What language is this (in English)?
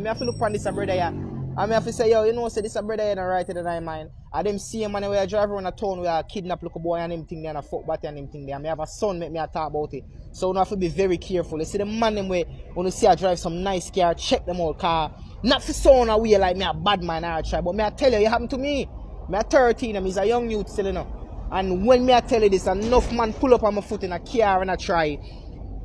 Jamaican Creole English